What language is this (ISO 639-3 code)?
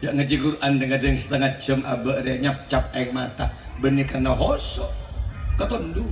mad